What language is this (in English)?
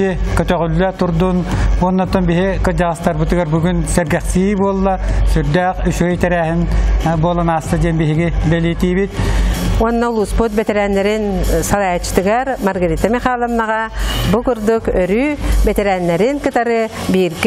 Yakut